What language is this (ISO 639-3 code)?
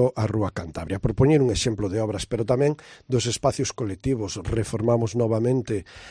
glg